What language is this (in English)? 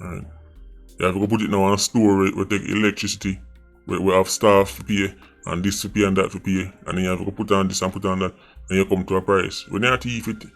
Jamaican Creole English